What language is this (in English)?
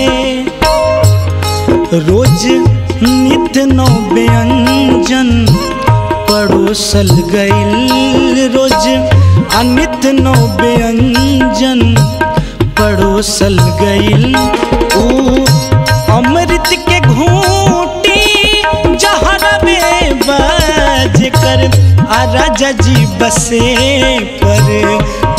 Bhojpuri